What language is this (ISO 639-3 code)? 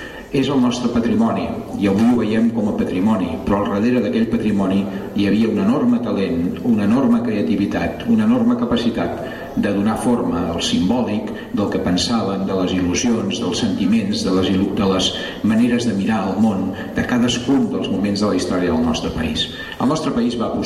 cat